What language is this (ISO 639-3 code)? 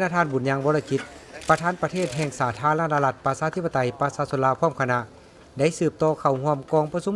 lao